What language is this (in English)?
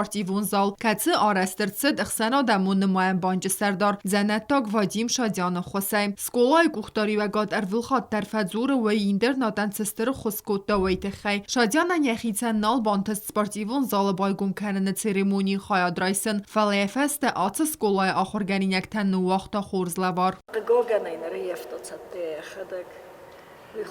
Ossetic